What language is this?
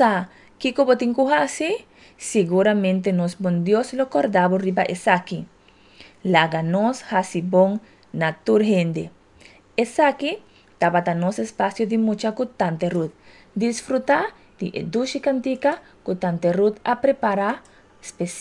Papiamento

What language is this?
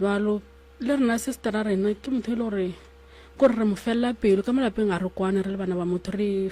Northern Sotho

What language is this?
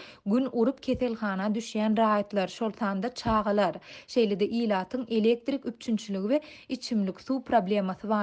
Turkmen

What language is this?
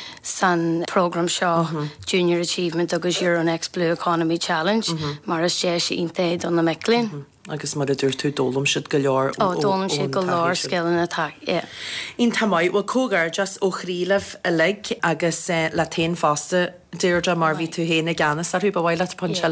Irish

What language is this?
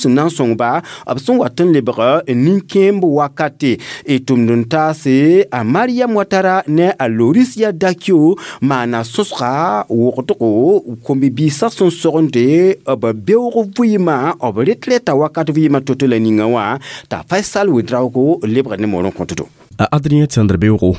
Mossi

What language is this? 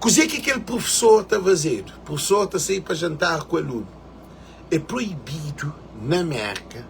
Kabuverdianu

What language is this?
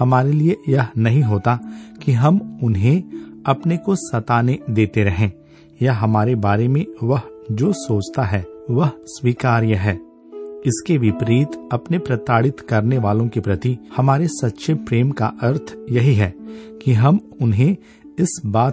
Hindi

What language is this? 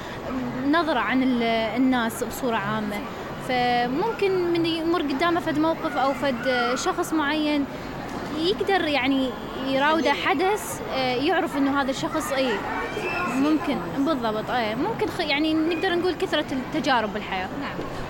Mesopotamian Arabic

